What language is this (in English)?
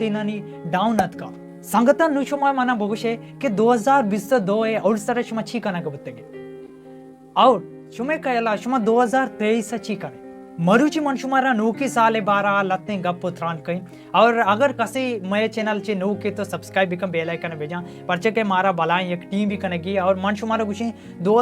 Baluchi